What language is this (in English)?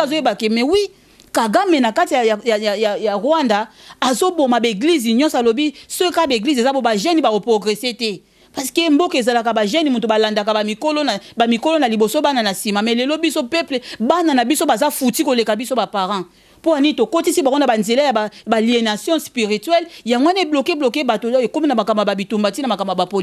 Lingala